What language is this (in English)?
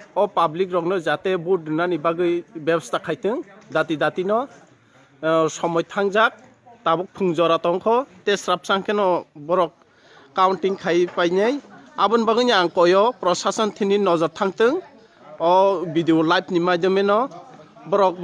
Kok Borok